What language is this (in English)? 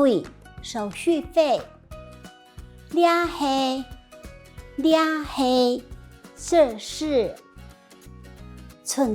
Hakka Chinese